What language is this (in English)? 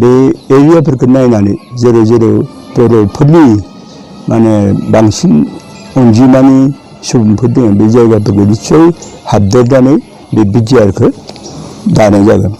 Bodo